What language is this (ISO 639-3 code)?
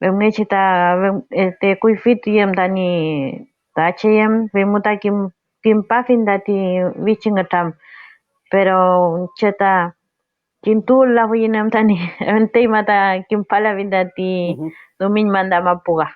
arn